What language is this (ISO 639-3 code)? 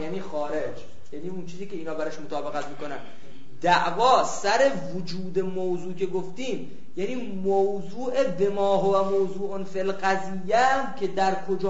fas